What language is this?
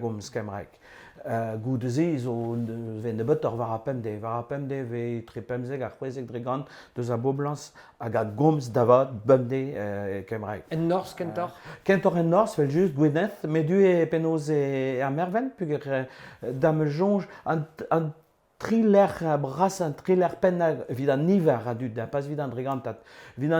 Breton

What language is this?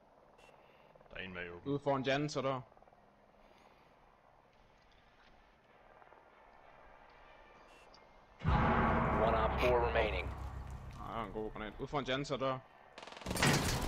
Danish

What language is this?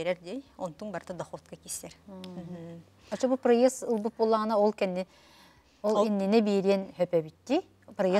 Yakut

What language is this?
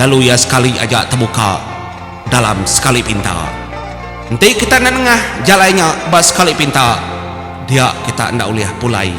Iban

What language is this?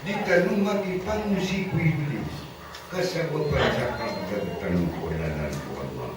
Maranao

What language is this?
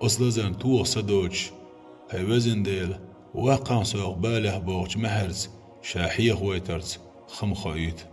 Chechen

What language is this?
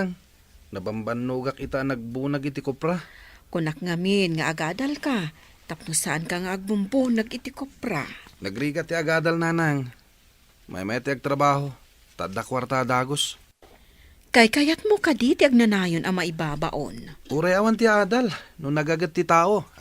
Iloko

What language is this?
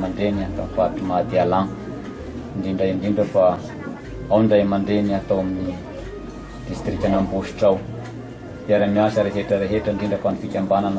Malagasy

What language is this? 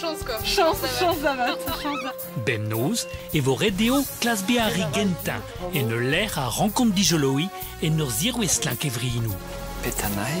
Breton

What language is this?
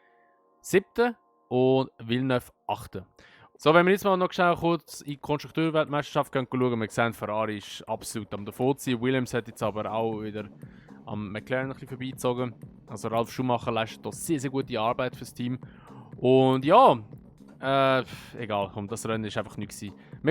Swiss German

